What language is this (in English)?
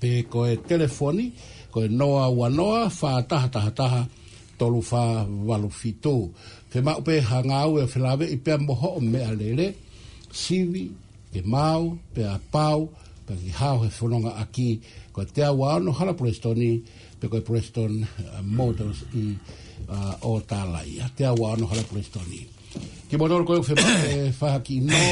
Tongan